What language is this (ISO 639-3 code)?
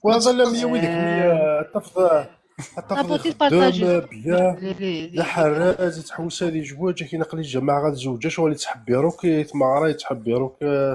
kab